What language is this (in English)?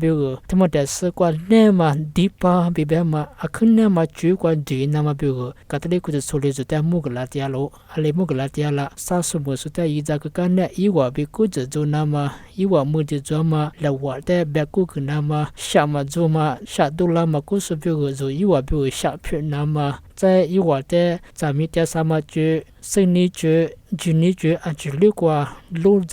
Lisu